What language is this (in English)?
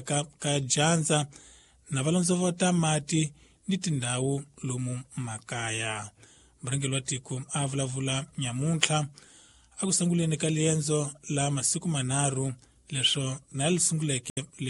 Tsonga